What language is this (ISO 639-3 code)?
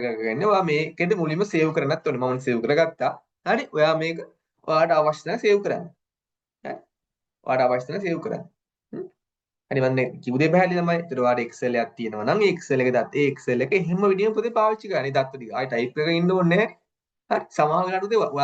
sin